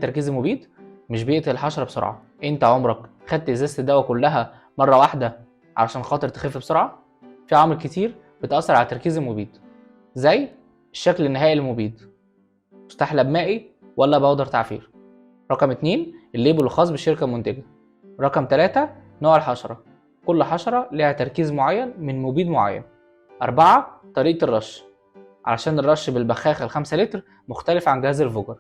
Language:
Egyptian Arabic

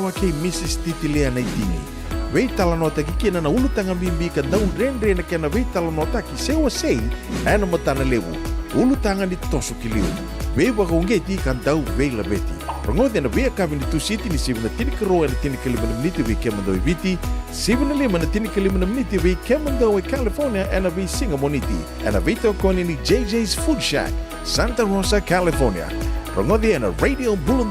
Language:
Fijian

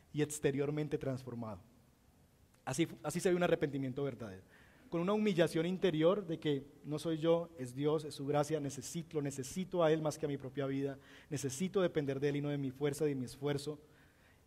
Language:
Spanish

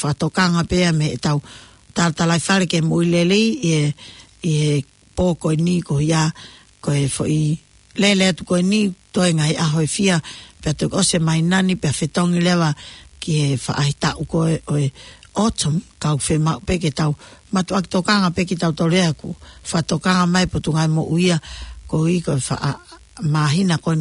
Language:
Tongan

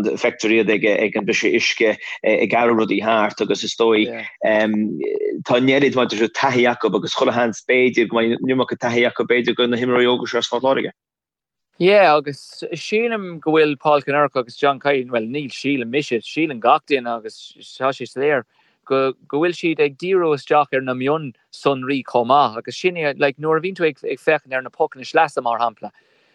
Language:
Irish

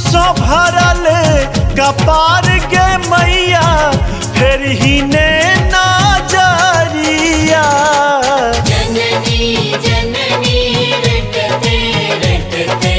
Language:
Maithili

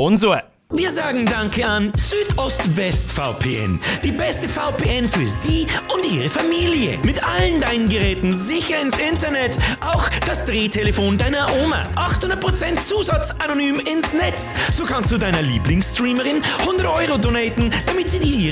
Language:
Bavarian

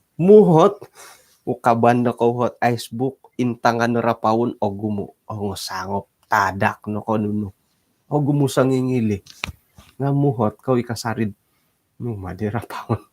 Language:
Central Dusun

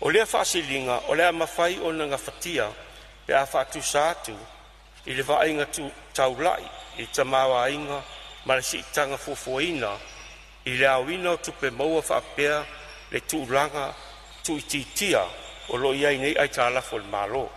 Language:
Samoan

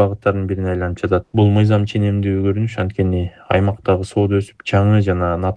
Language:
Kyrgyz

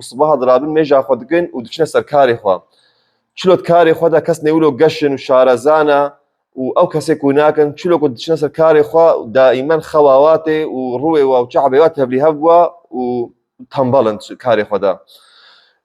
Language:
Kurdish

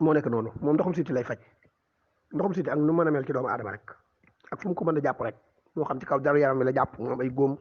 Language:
Wolof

